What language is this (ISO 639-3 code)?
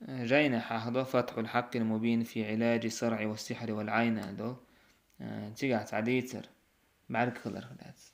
che